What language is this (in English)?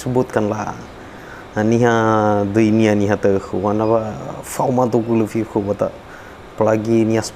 Nias